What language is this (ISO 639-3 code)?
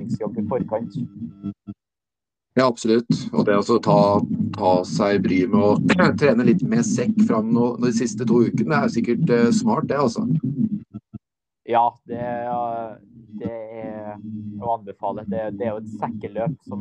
nor